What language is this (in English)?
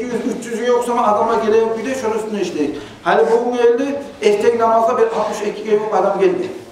Kumyk